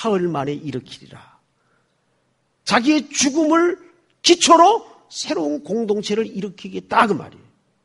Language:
Korean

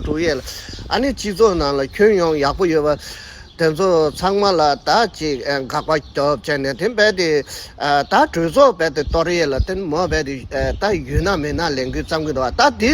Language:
Tibetan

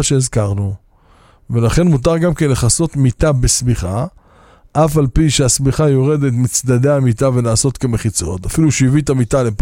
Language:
Hebrew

